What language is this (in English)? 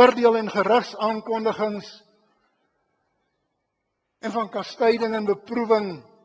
Afrikaans